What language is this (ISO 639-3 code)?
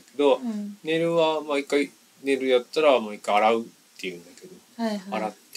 jpn